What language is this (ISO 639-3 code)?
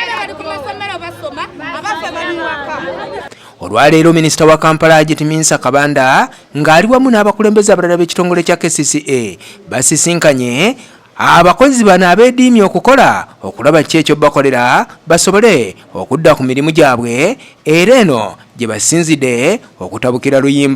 lug